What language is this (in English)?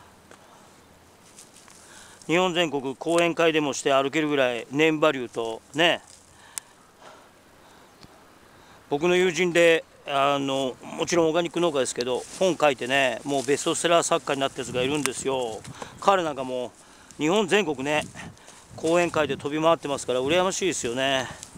Japanese